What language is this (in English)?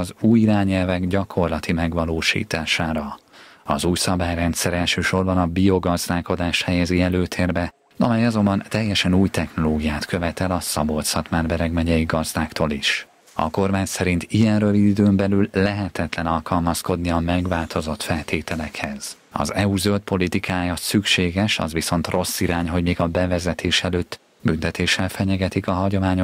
Hungarian